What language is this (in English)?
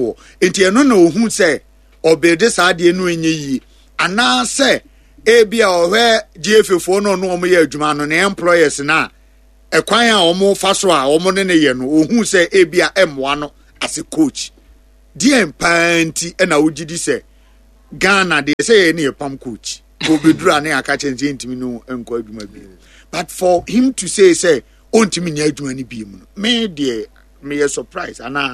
Akan